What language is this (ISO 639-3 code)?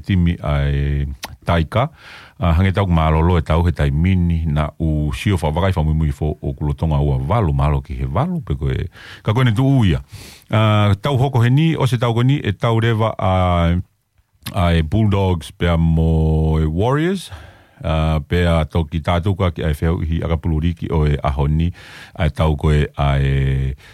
ton